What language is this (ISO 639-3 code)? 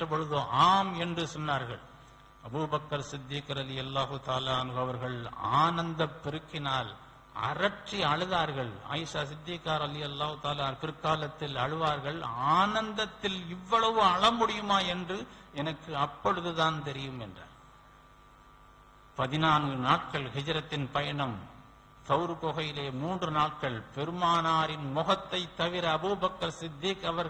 tam